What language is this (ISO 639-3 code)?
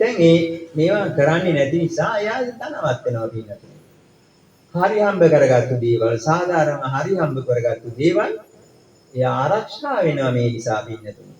sin